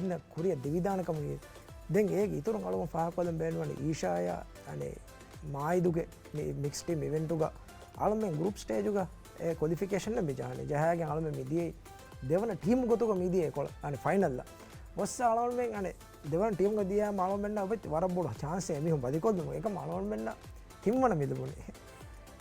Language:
Divehi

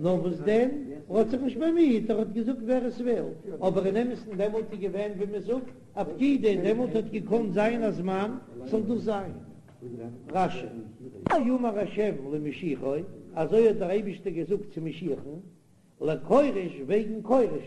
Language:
Yiddish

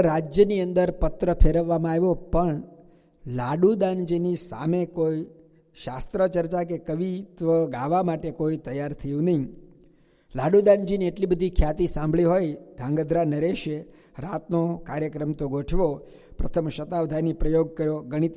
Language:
Gujarati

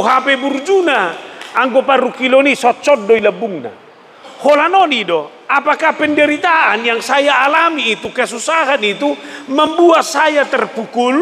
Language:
Batak Toba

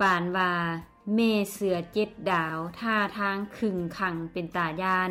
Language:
Lao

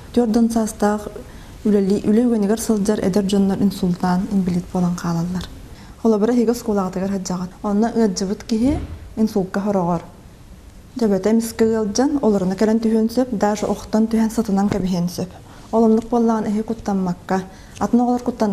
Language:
Yakut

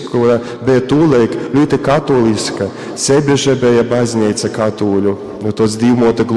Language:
Latgalian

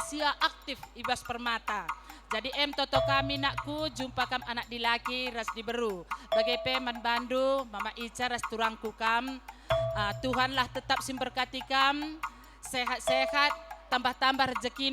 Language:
Batak Karo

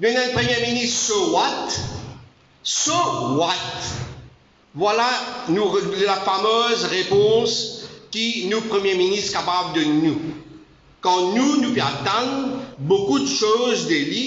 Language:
Morisyen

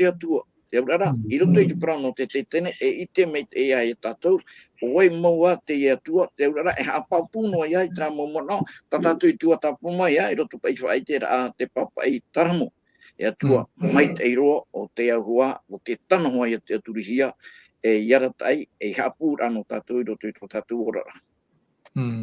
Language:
Tahitian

